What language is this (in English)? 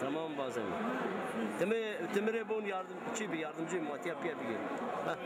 Zaza